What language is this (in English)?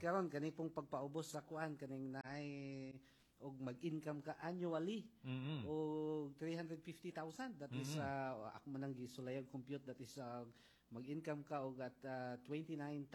Cebuano